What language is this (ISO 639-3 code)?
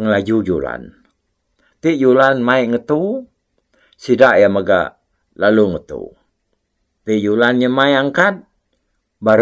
iba